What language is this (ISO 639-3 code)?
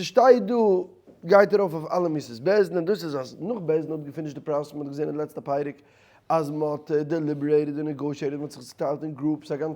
yid